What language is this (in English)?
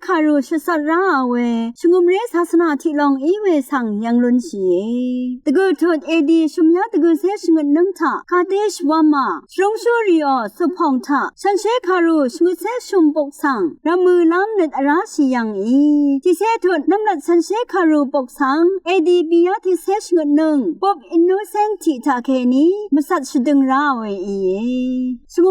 Rawang